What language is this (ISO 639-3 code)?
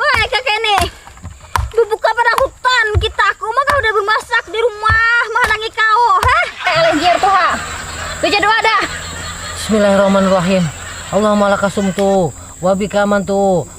bjn